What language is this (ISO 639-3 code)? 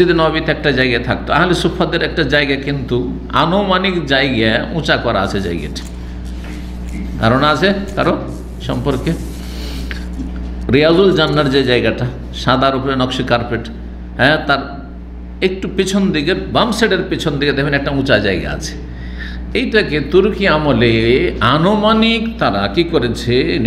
ben